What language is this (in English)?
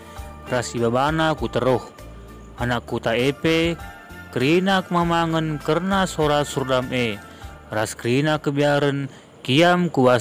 Batak Karo